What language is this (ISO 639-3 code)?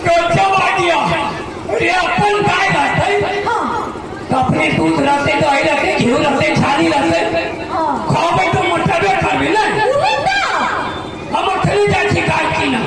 mai